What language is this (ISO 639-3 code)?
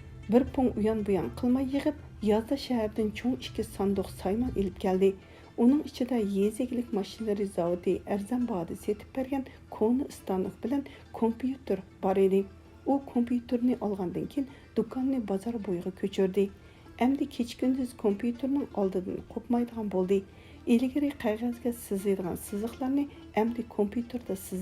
uig